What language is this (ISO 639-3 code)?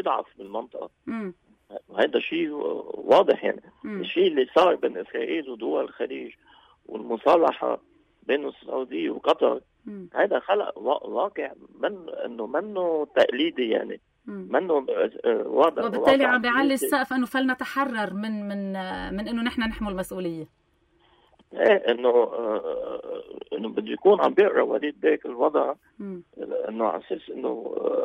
apc